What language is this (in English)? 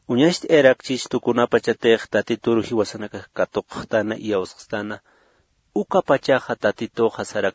Aymara